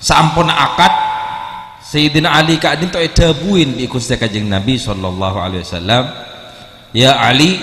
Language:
Madurese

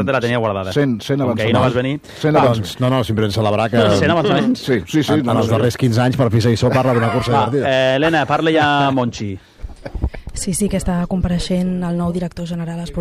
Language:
Catalan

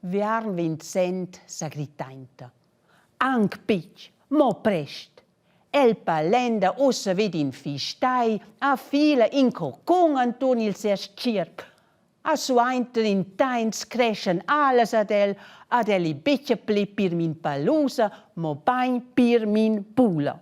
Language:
Romansh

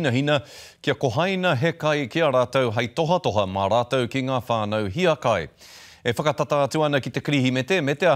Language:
Māori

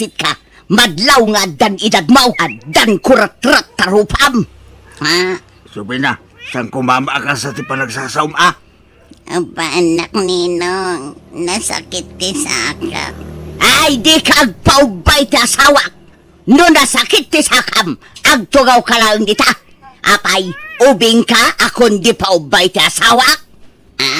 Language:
Iloko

